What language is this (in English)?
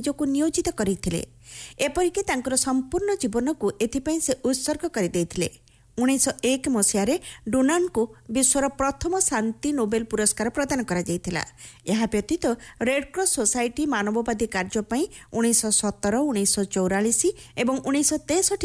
Odia